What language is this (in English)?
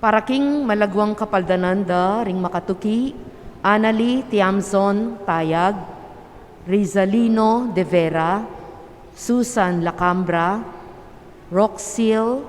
Pampanga